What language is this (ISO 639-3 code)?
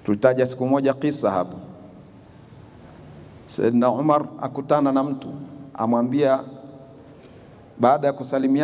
swa